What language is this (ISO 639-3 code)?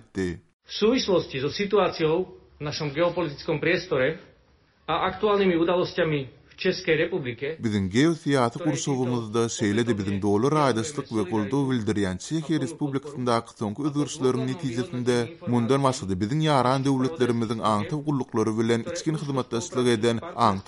tuk